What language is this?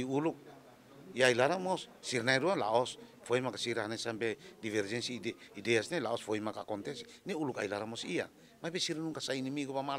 Tetum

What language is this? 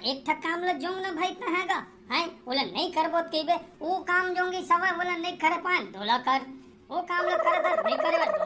Chhattisgarhi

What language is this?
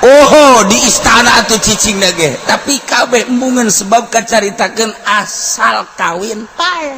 Sundanese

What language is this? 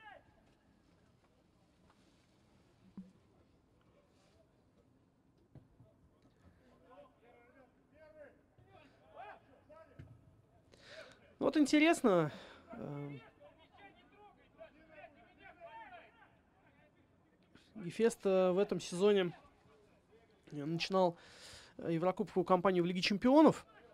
Russian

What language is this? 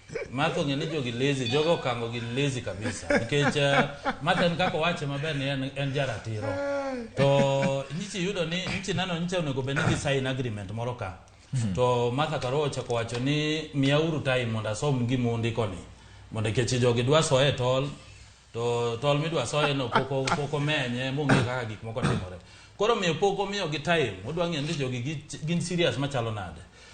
Luo (Kenya and Tanzania)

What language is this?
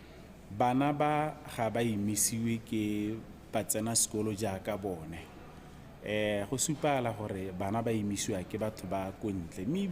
Tswana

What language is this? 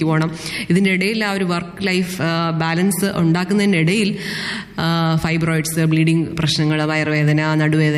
Malayalam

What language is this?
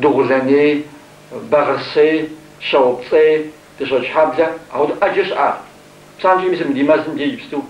Kabardian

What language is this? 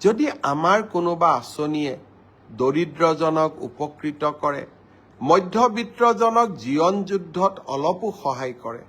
Assamese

